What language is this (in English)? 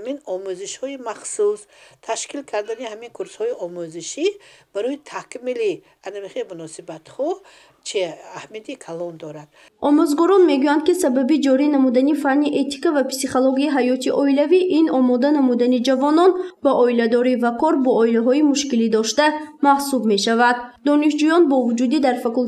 Tajik